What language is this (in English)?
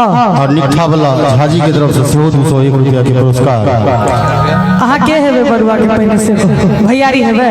Maithili